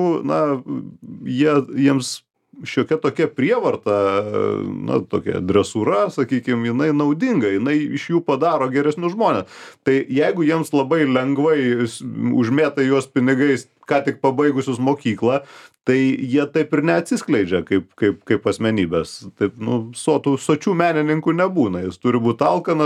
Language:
Lithuanian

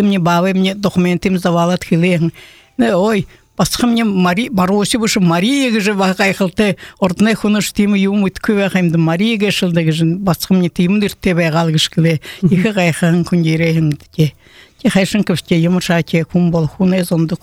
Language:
Buriat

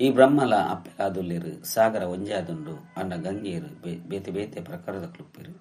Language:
Tulu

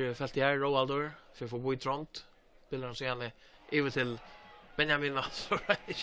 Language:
Faroese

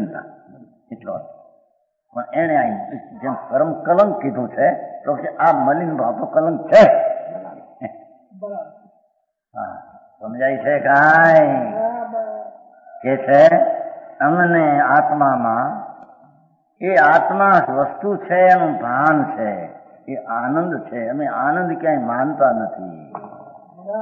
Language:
Gujarati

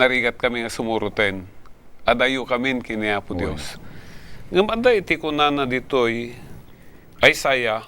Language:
Iloko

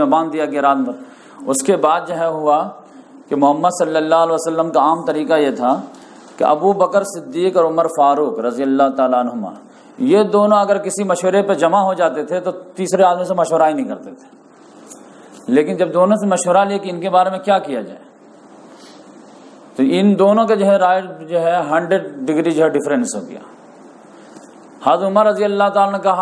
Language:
Urdu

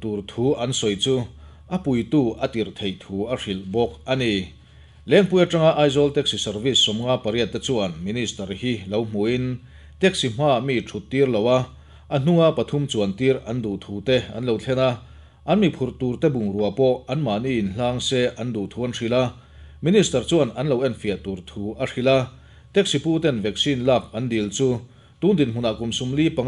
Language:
Mizo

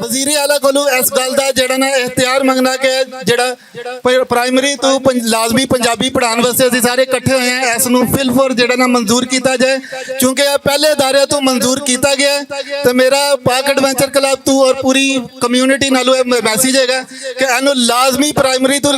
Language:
Western Panjabi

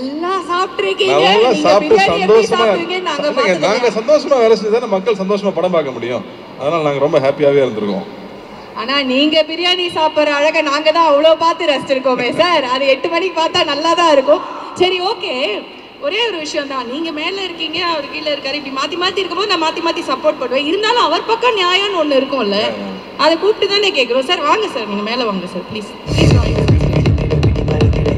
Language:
Tamil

